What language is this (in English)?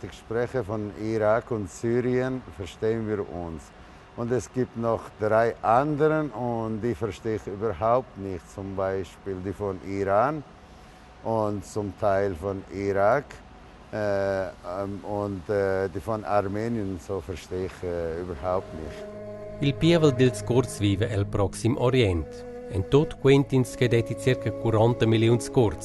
Romansh